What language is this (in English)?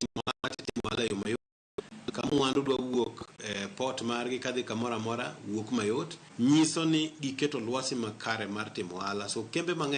Luo (Kenya and Tanzania)